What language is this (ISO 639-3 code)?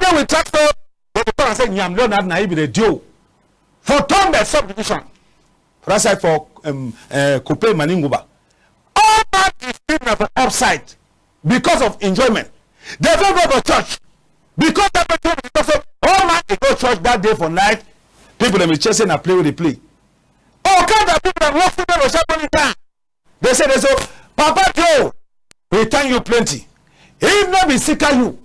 wes